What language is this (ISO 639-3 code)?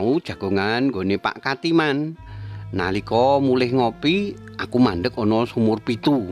jav